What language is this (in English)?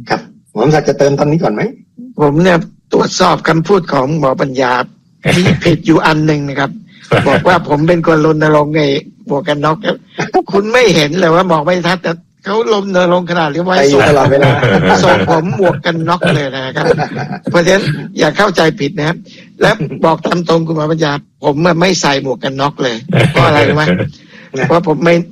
Thai